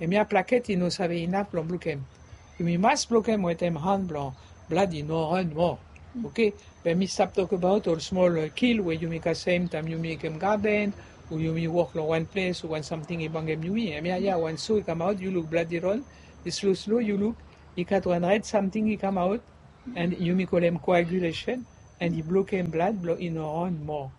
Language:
Bislama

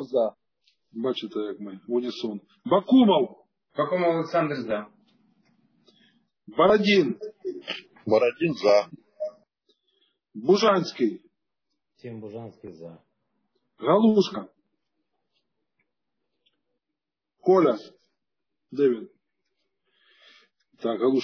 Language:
Ukrainian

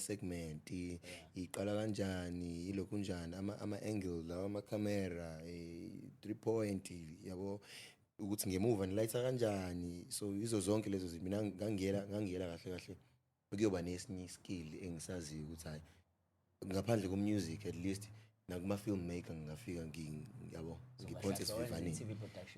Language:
Zulu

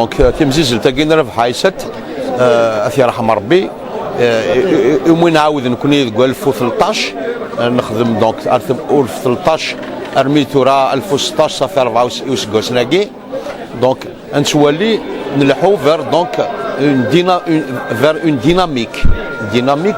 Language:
Kabyle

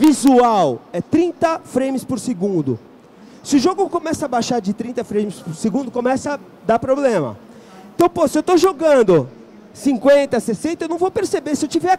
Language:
Portuguese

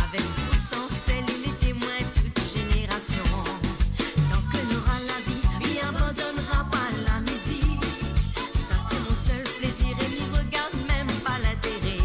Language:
Morisyen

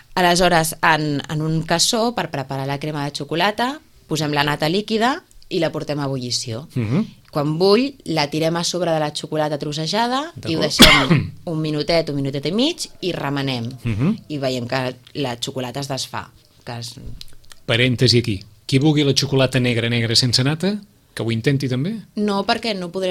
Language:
Catalan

